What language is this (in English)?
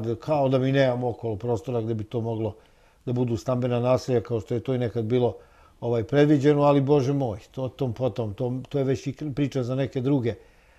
Serbian